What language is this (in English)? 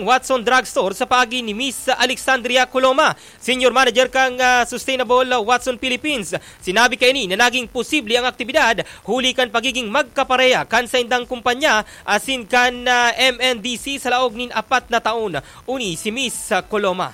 Bikol